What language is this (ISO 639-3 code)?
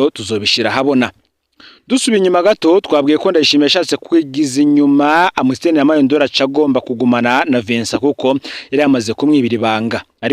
run